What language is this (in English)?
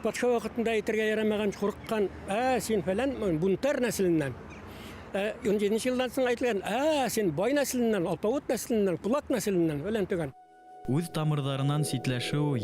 Bashkir